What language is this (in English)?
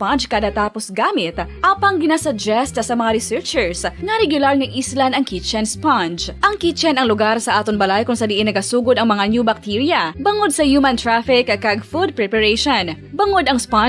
Hiligaynon